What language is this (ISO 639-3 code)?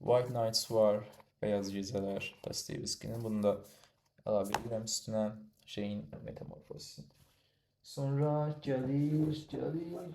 aze